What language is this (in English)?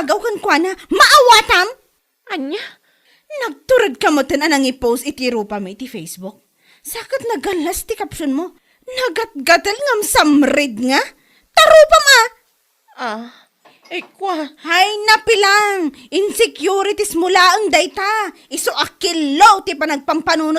Iloko